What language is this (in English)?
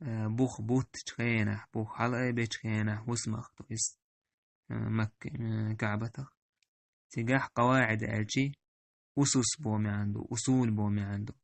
Chechen